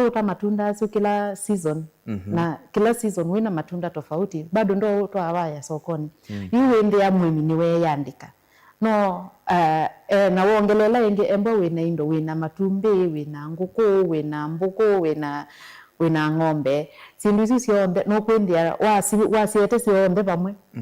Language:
Kamba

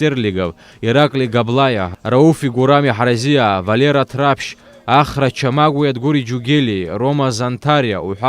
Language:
Abkhazian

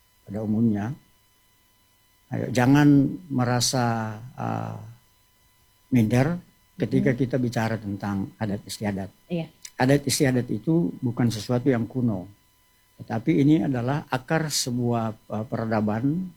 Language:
Indonesian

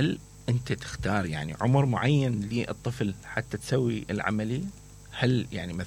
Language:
Mesopotamian Arabic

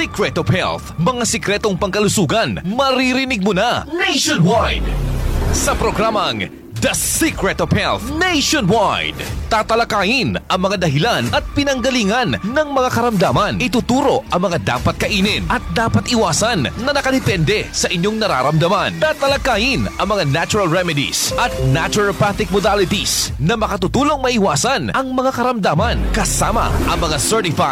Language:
Filipino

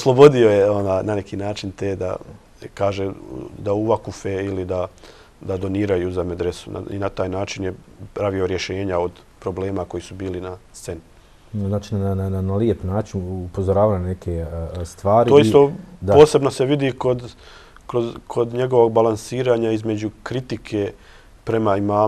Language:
Bosnian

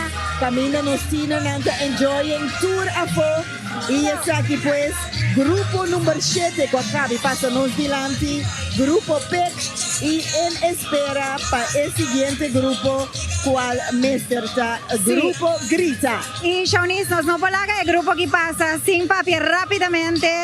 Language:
Papiamento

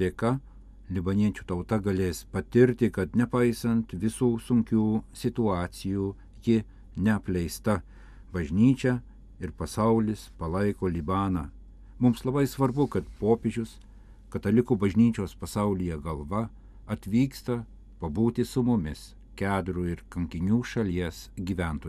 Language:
Lithuanian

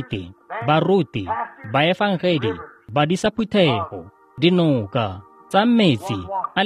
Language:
Tswana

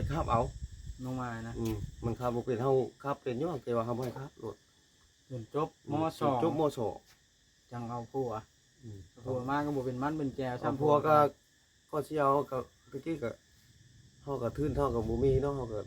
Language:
Northeastern Thai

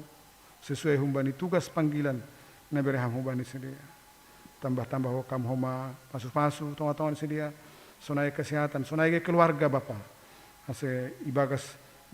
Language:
Batak Simalungun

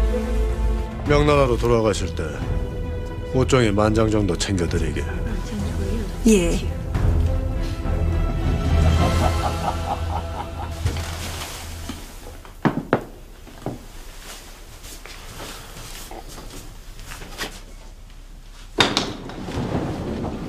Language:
Korean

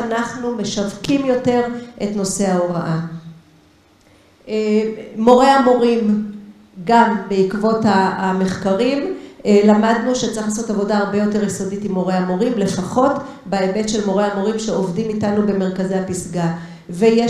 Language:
Hebrew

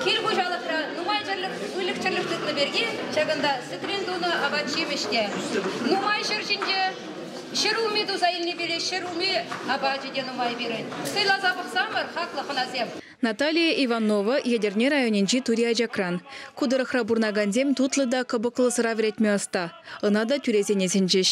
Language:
Chuvash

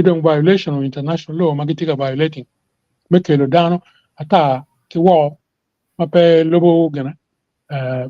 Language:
Acoli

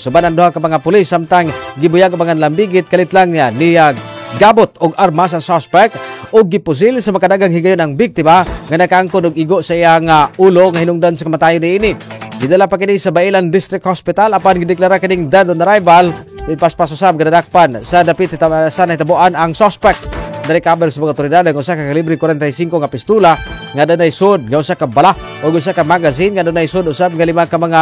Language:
Cebuano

